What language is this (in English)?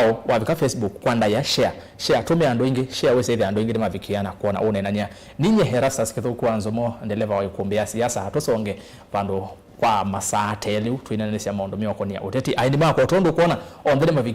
Kamba